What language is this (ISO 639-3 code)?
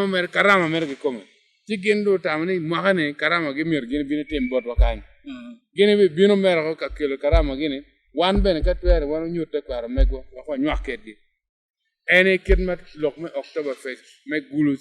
ach